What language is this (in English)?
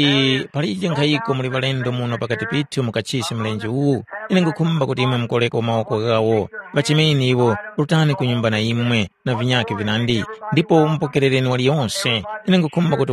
Tumbuka